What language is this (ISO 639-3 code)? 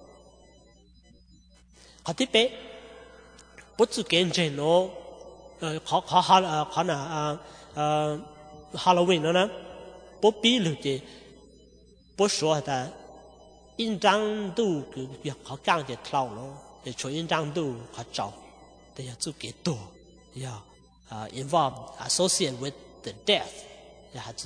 vie